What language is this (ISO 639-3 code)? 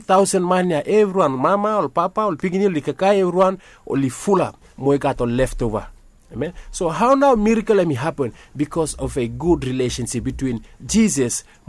bis